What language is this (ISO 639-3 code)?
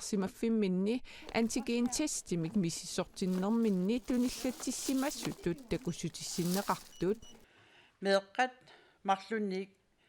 kal